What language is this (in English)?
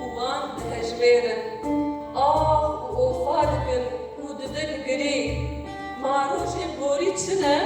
Kurdish